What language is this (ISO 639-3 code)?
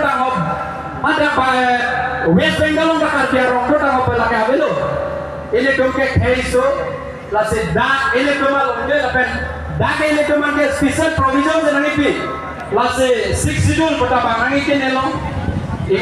mjw